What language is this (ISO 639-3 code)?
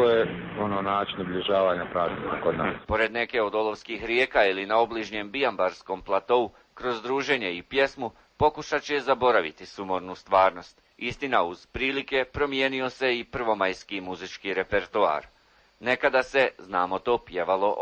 bos